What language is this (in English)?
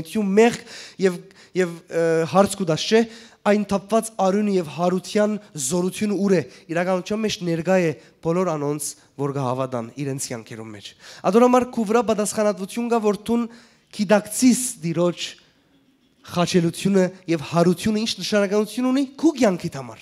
Western Armenian